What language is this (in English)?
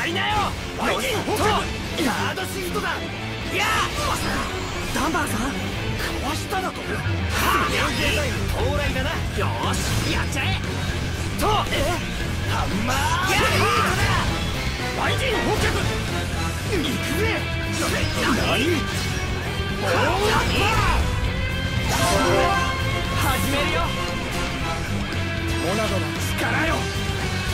Japanese